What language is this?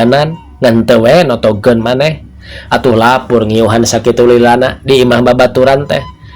Sundanese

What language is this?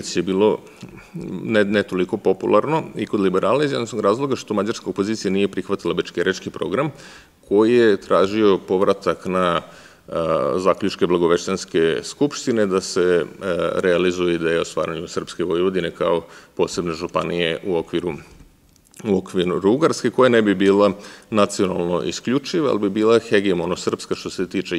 Serbian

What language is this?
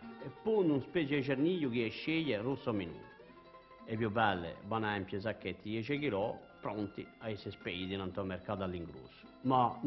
Corsican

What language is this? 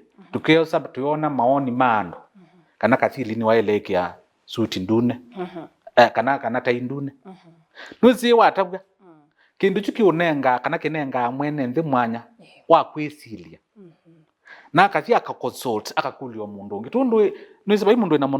Kamba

